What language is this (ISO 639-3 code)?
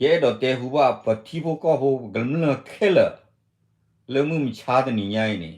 ksw